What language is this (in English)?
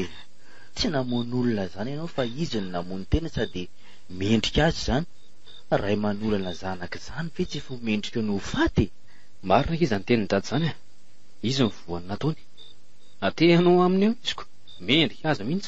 Malagasy